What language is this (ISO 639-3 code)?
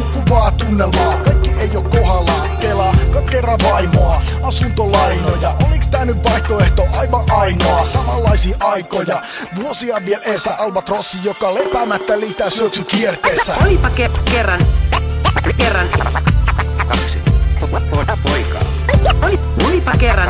fin